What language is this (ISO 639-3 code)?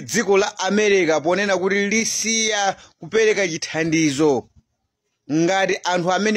nya